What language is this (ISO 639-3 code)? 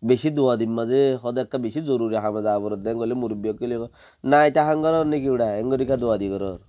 rhg